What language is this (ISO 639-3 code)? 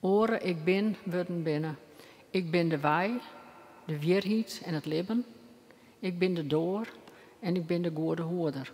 fry